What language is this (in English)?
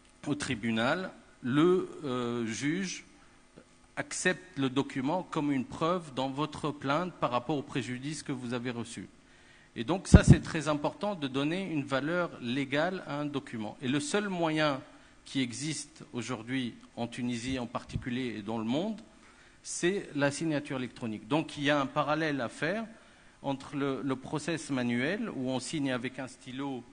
French